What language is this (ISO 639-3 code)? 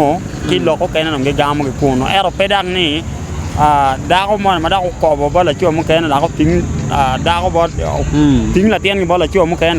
ach